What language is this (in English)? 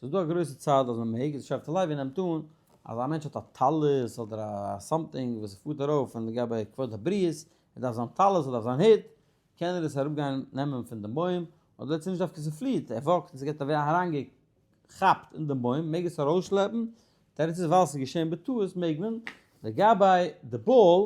Yiddish